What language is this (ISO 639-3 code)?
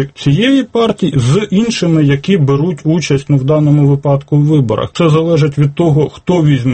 ukr